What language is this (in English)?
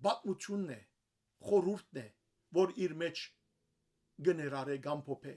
Western Armenian